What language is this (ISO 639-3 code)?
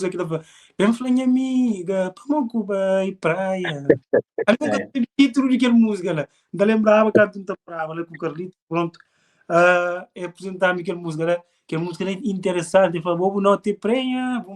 kea